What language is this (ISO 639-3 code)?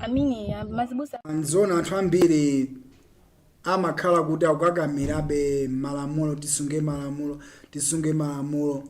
nya